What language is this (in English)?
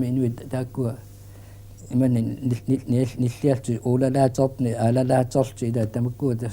Kalaallisut